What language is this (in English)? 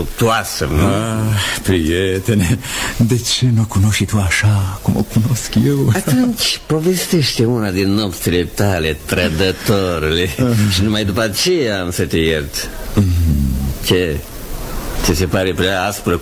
Romanian